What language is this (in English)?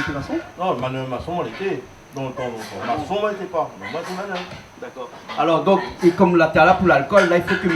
Réunion Creole French